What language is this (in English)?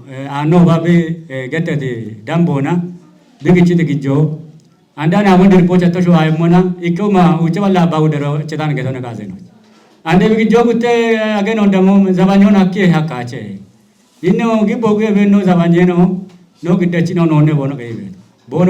Kafa